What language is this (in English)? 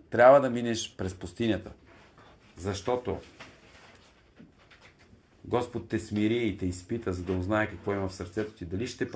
Bulgarian